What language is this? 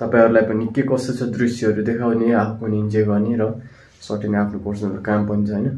Nepali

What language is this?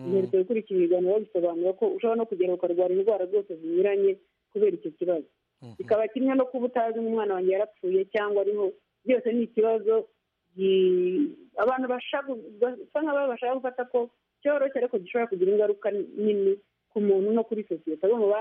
Kinyarwanda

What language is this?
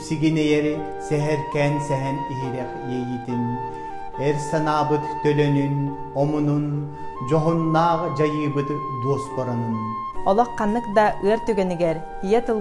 Yakut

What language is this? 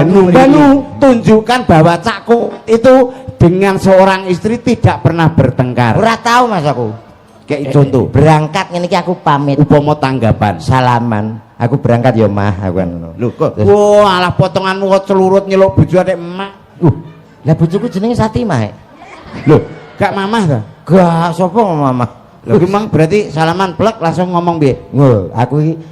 Javanese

